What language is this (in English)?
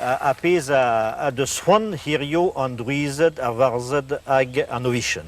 Breton